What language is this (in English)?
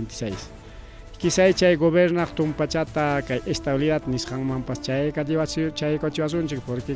Ayacucho Quechua